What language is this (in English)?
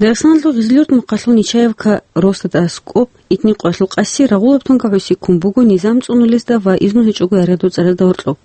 Avaric